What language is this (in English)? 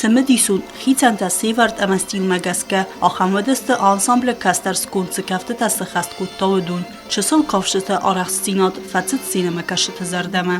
Ossetic